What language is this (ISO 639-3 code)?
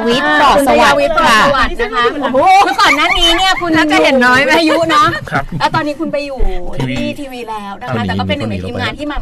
tha